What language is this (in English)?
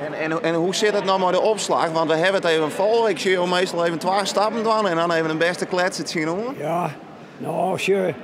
Western Frisian